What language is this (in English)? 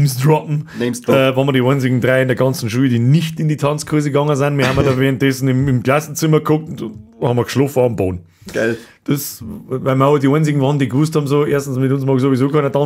Bavarian